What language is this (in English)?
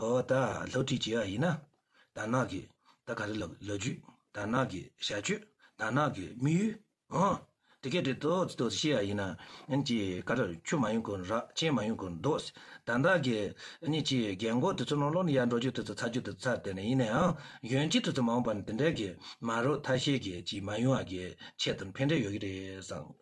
Tibetan